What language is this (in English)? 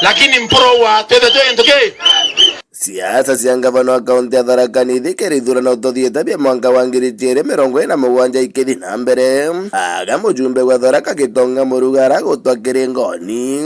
Meru